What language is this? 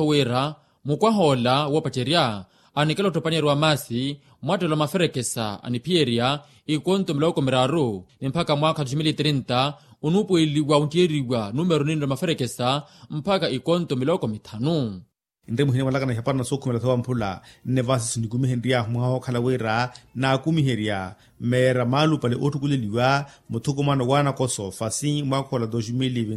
Makhuwa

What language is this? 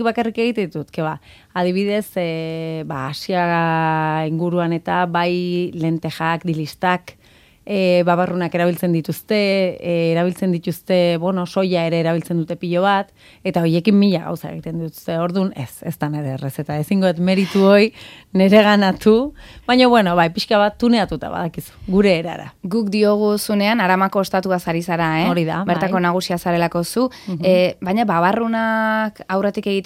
Basque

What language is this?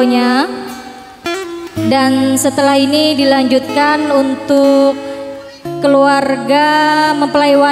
Indonesian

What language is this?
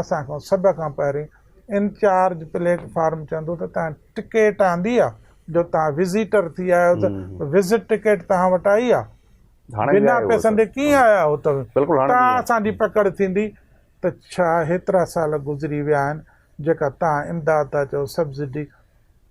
Sindhi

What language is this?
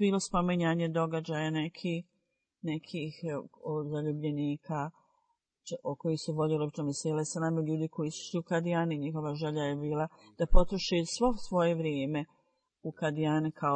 Bosnian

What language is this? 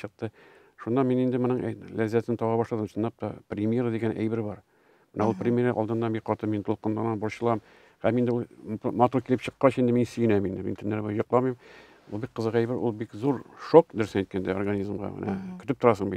Tatar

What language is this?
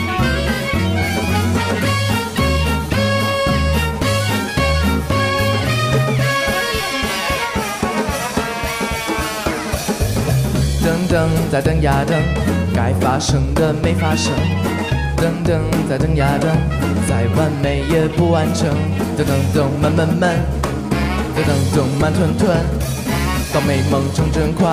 Chinese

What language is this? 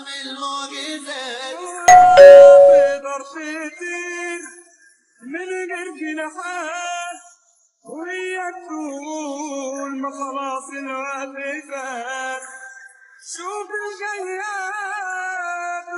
Egyptian Arabic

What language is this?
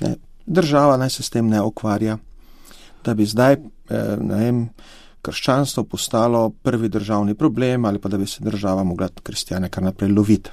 Slovenian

